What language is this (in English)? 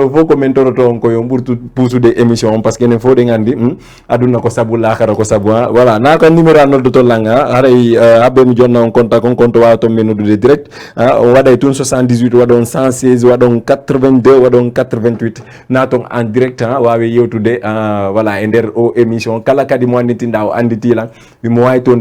Fula